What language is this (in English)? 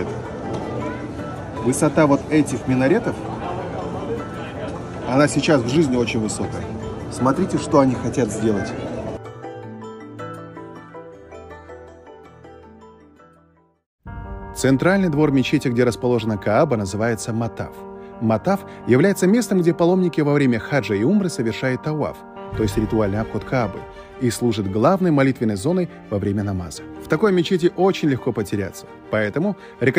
Russian